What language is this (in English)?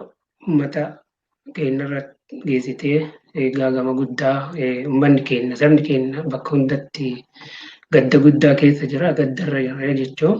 Oromo